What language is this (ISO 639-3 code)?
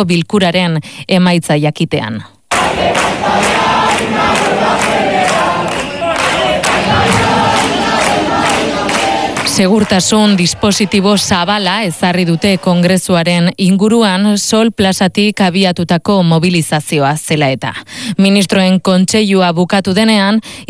eus